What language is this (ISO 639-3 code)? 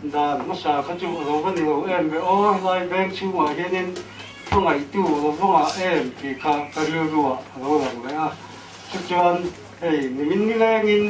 lus